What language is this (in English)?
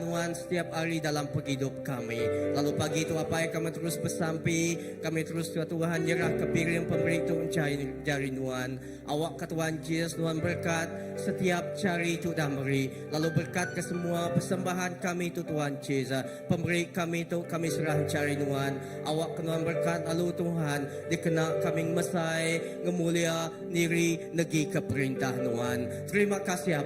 Iban